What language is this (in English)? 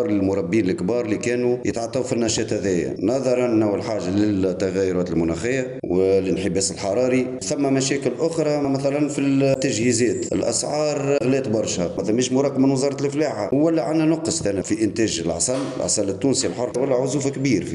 Tunisian Arabic